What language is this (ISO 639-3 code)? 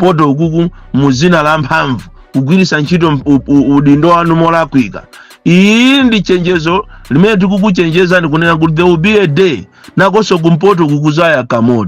nya